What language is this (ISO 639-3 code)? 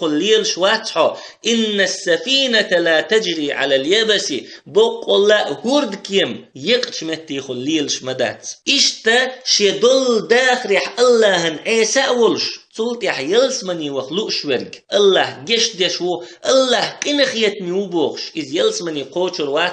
che